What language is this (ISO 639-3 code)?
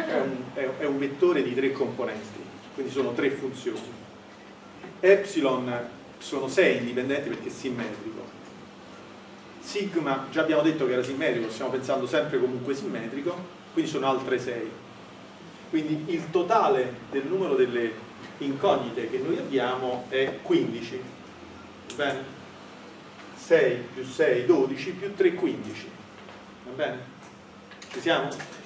ita